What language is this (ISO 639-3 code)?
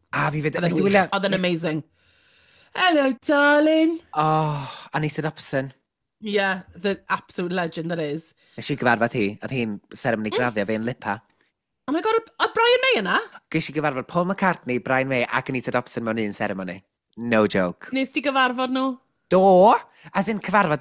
cym